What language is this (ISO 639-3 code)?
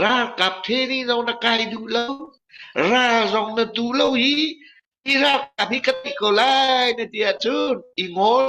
cnh